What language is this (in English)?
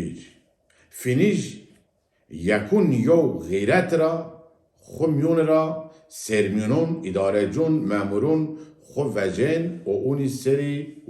Zaza